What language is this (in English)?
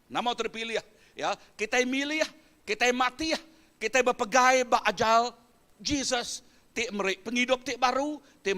Iban